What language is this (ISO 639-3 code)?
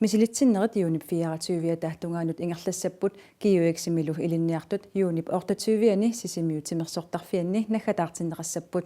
kal